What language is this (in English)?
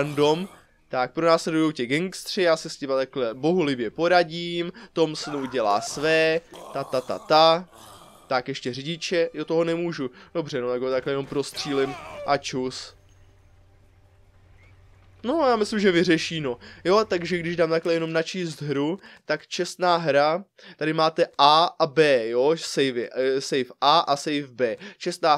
Czech